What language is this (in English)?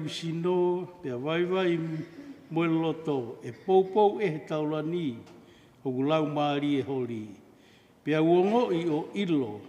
Tongan